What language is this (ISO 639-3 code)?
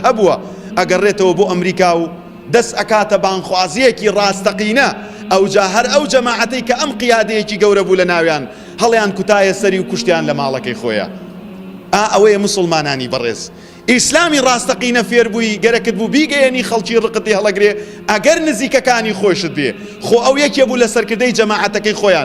ckb